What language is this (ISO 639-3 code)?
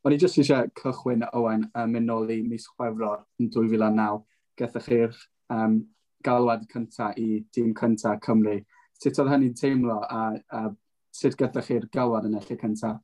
cym